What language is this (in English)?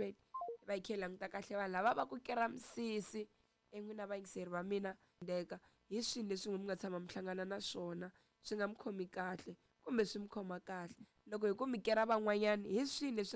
Tsonga